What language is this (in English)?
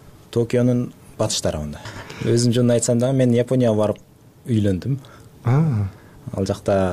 Kyrgyz